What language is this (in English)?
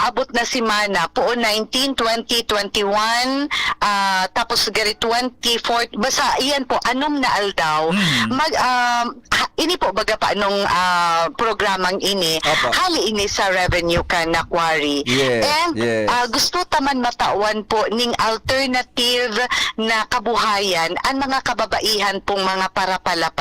Bikol